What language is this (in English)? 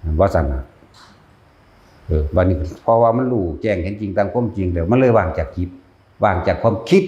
Lao